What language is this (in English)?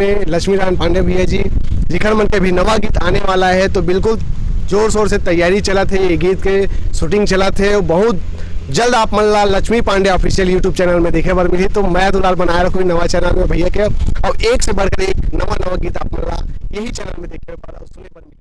Chhattisgarhi